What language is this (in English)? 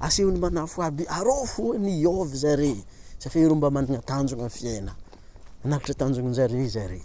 Malagasy